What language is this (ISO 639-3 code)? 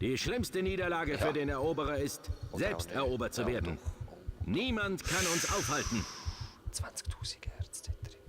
gsw